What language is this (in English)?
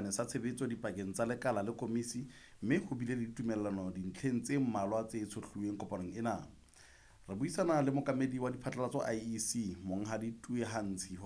Southern Sotho